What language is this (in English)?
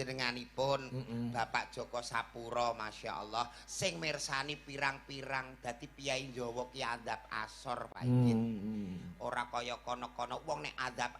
Javanese